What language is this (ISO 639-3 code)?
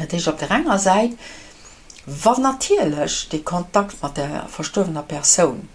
ltz